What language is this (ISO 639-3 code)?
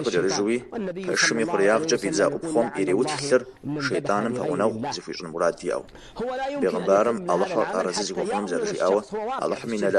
kbd